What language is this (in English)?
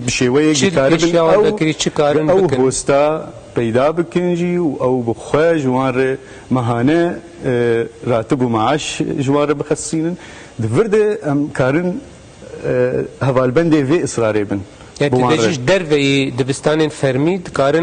Kurdish